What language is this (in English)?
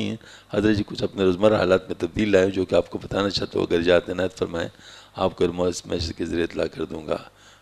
Urdu